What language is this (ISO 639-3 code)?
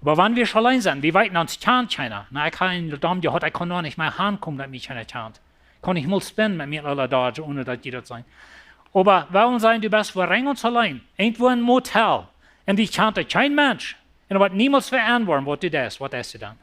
pdt